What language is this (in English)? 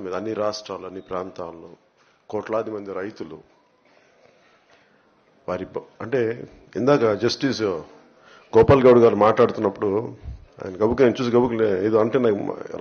Telugu